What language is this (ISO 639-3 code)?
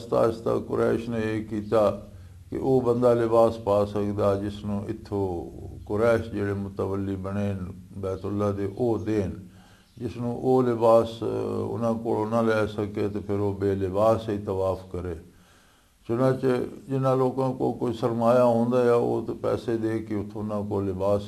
lah